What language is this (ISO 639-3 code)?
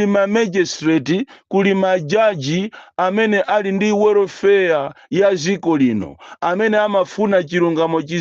nya